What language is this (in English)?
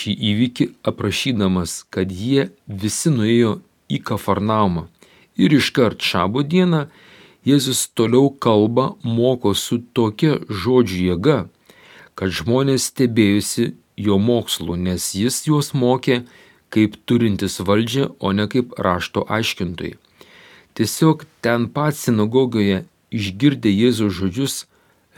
Lithuanian